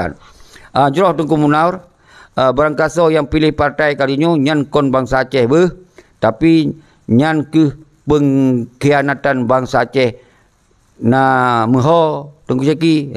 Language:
Achinese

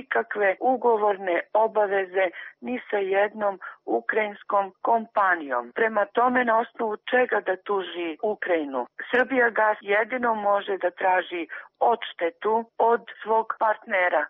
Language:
Serbian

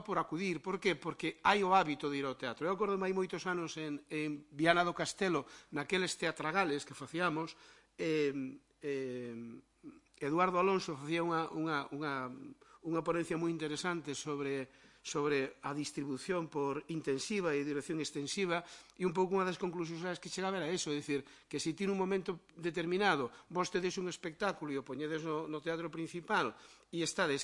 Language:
Galician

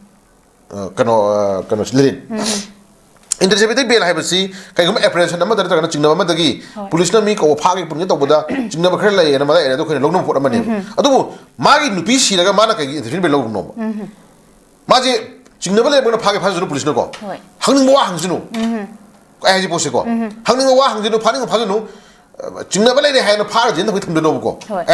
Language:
Manipuri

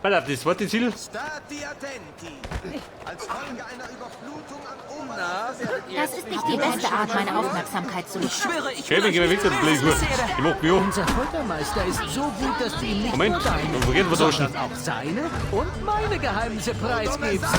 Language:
Bavarian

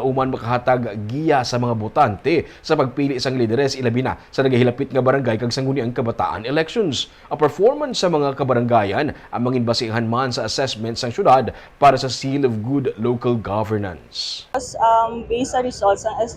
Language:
Hiligaynon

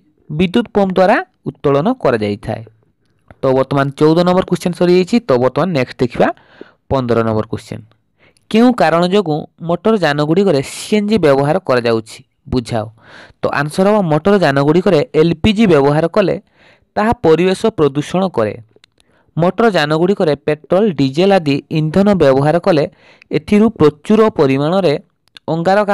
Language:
Odia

